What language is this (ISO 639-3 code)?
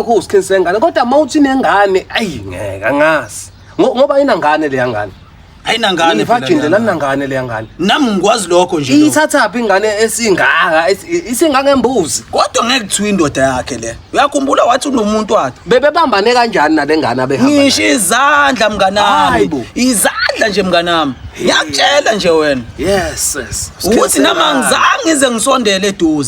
zul